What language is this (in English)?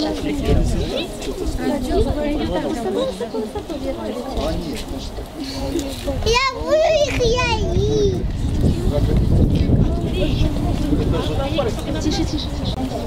Russian